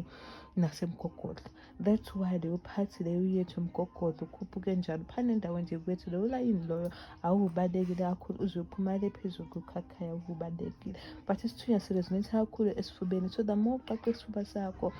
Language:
Zulu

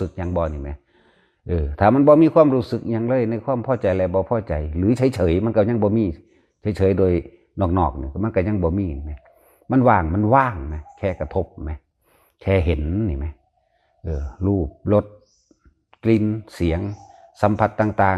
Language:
Northeastern Thai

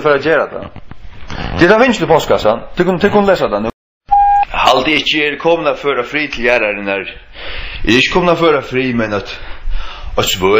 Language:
Faroese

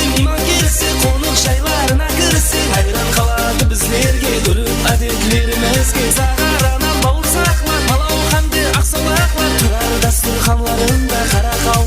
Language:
Kara-Kalpak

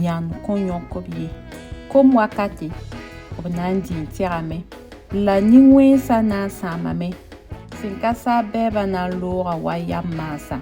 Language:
Mossi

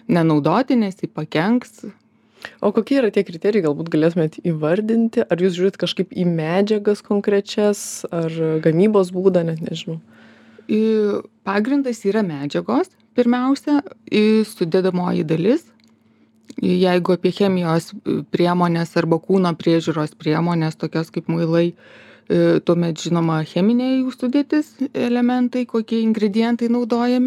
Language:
Lithuanian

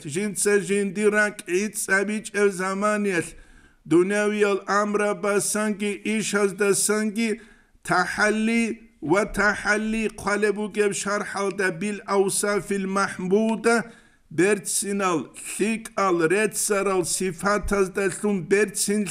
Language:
Avaric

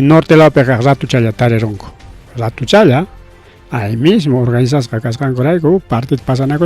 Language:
Ayacucho Quechua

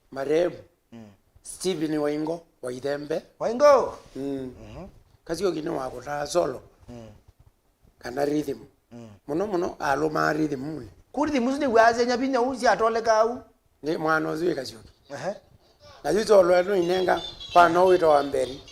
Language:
Kamba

